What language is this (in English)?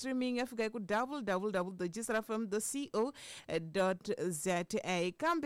Tsonga